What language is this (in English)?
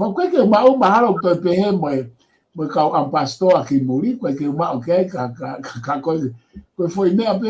Tongan